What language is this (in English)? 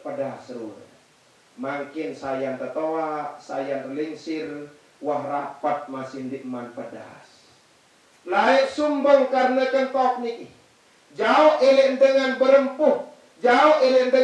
Sasak